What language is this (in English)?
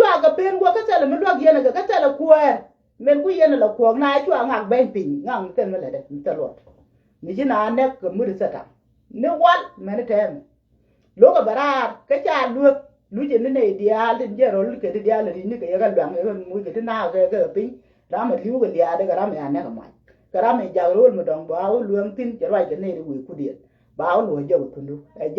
Nuer